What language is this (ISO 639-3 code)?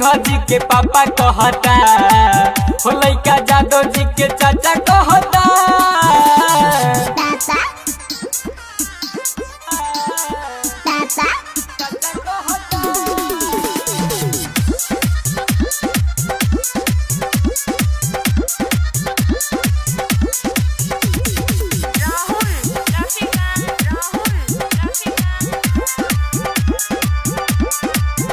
bho